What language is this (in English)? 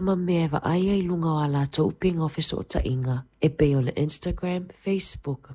Samoan